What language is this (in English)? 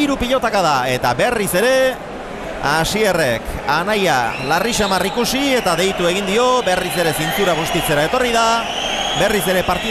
Basque